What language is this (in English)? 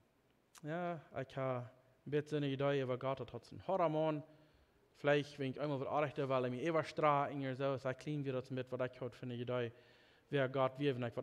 Plautdietsch